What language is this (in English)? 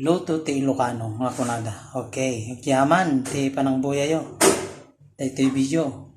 Iloko